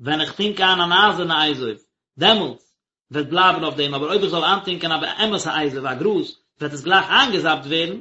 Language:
Yiddish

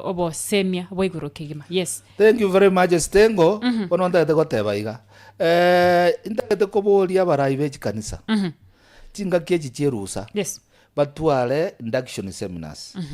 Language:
Gusii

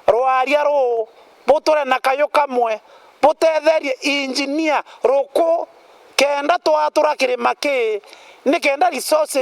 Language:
Meru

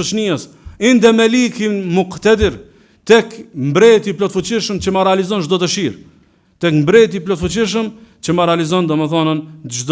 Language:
Albanian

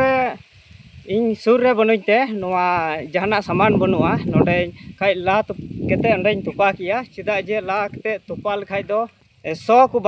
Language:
Santali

